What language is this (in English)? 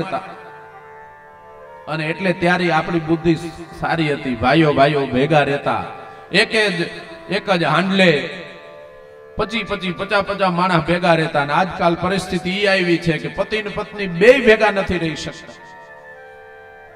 Gujarati